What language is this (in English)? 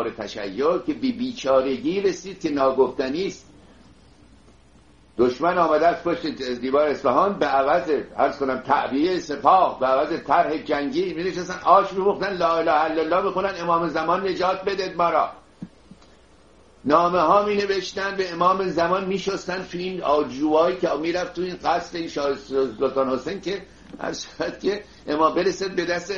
Persian